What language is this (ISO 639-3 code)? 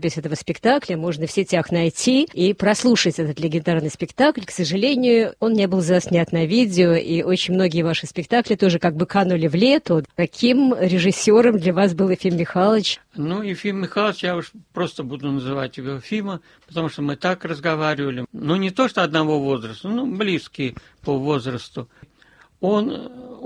rus